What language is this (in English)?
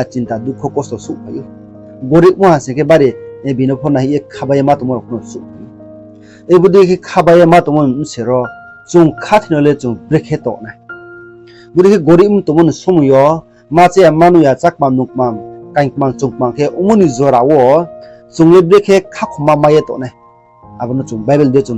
Riang (India)